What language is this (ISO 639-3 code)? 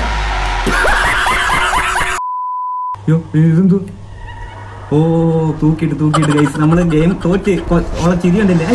mal